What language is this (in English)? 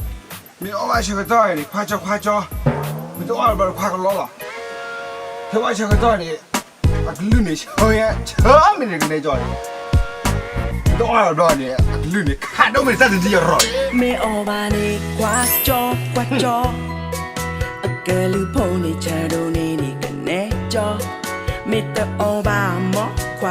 S'gaw Karen